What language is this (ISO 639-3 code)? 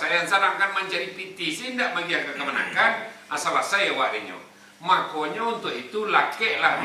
min